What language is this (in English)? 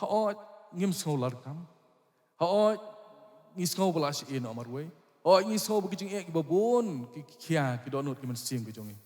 Khasi